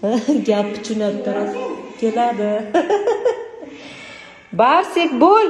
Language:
Uzbek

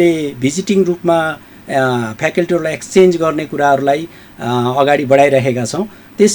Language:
Nepali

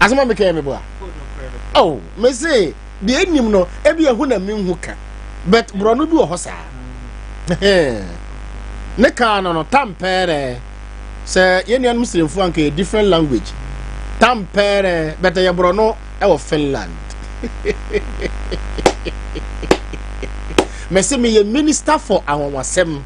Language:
Akan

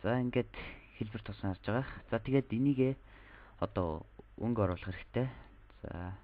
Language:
Mongolian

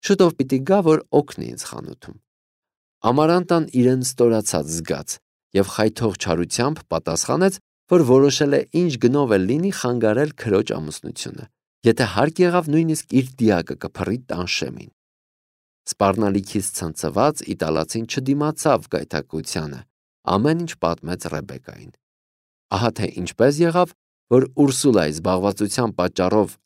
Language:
Armenian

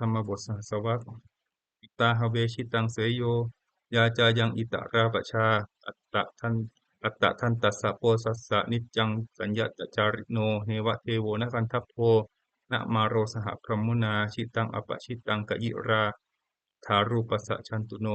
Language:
Pali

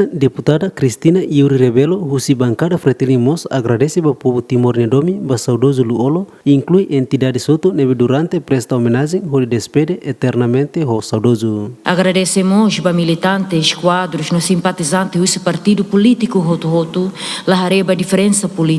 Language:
Tetum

